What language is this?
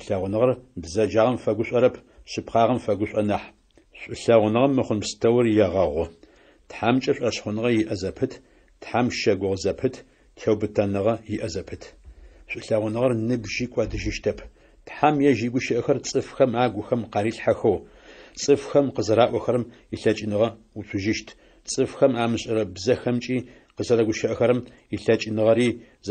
Adyghe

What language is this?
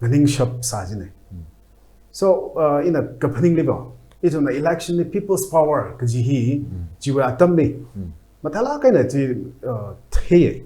Tangkhul Naga (India)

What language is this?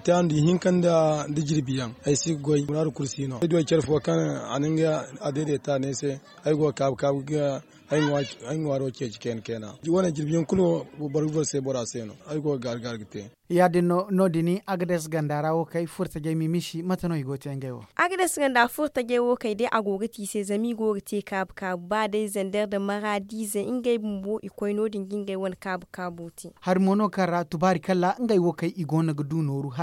Zarma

